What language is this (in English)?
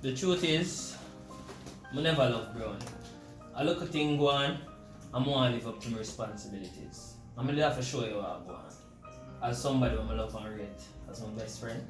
Jamaican Creole English